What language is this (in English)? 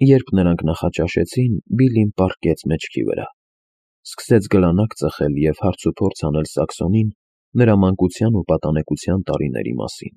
Armenian